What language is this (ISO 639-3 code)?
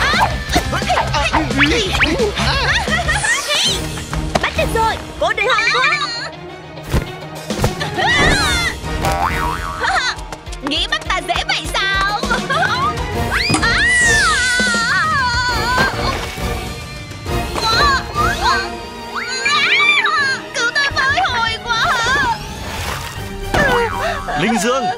vie